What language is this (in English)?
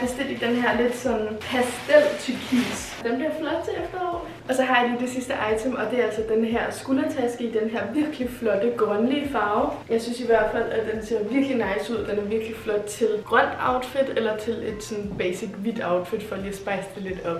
Danish